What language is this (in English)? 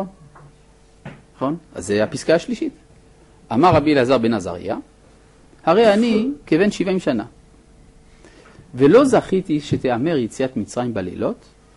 Hebrew